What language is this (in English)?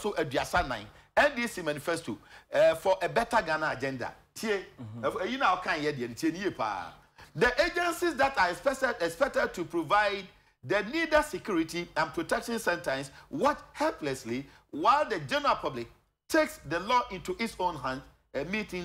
Akan